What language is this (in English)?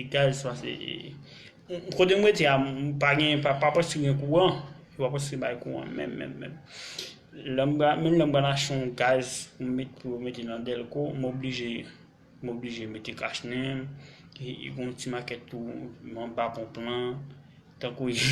Haitian Creole